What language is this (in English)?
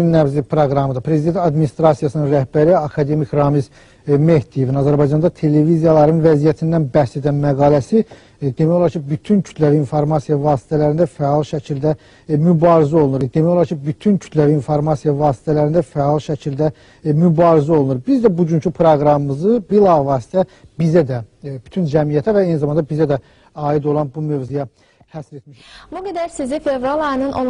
Azerbaijani